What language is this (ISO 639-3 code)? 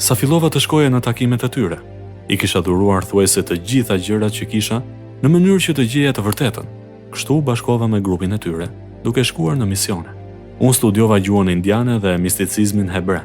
sqi